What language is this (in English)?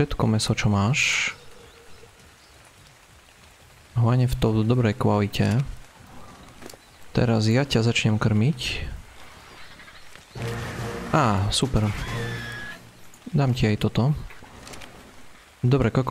Slovak